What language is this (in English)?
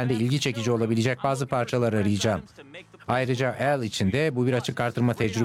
Turkish